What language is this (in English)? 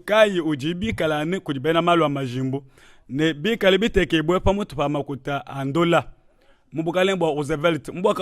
Luba-Lulua